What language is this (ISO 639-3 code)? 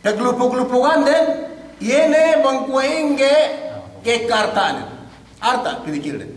yka